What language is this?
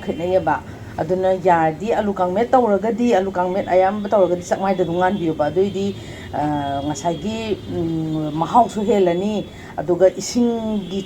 Manipuri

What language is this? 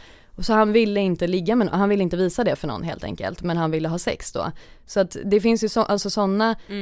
Swedish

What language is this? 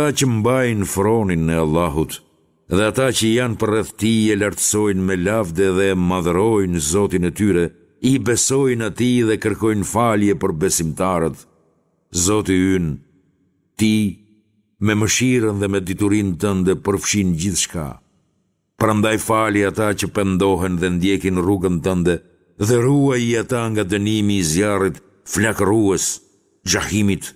Albanian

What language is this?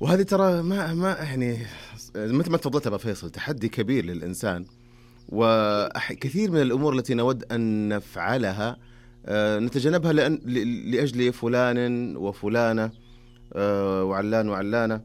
Najdi Arabic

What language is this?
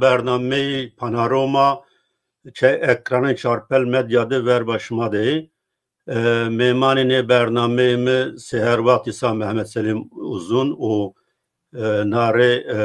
Zaza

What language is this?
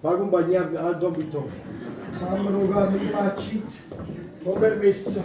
Neapolitan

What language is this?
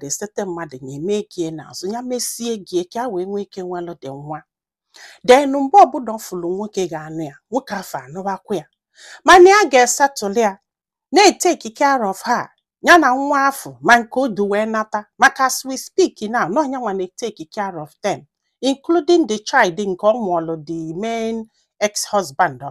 Igbo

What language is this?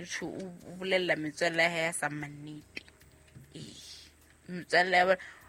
Southern Sotho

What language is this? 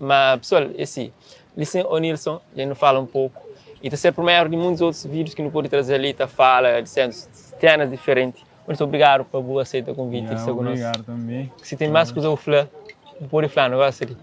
Kabuverdianu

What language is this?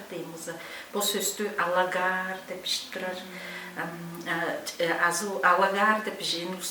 Tuvinian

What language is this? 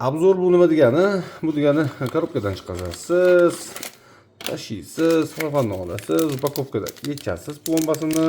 Uzbek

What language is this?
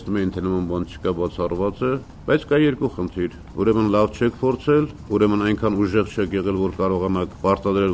Armenian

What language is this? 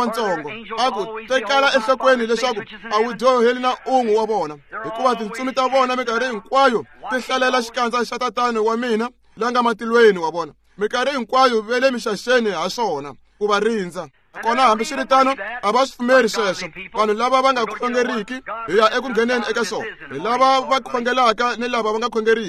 Tsonga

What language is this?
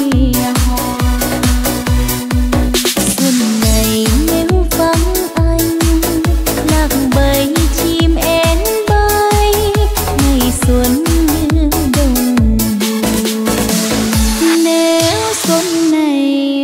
Vietnamese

